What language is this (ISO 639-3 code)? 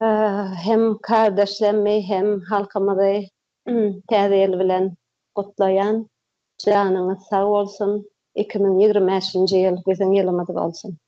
tuk